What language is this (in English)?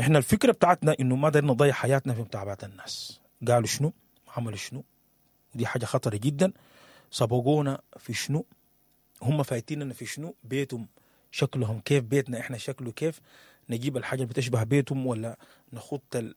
Sudanese Arabic